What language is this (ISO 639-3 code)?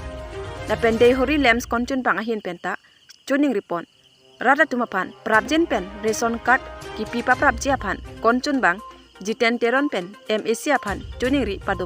mjw